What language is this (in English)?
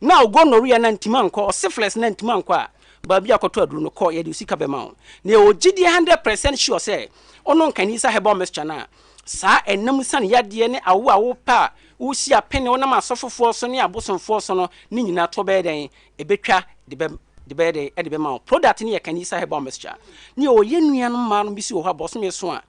Akan